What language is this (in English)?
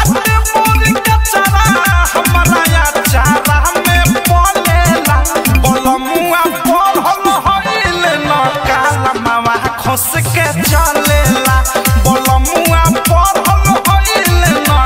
Bhojpuri